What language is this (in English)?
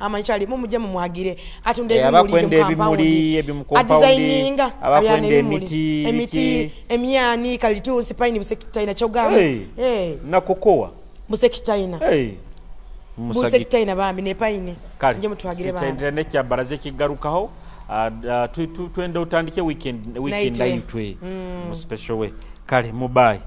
Nyoro